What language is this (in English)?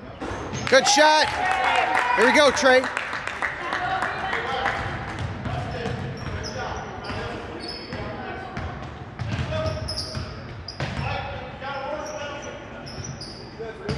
English